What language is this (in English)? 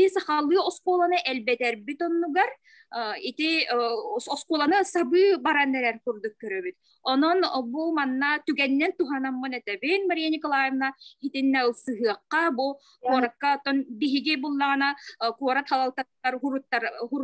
Yakut